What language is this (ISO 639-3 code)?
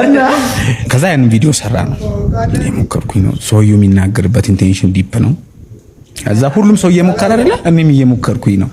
amh